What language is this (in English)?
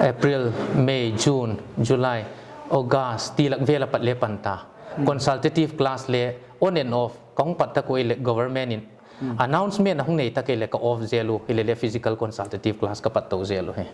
Paite Chin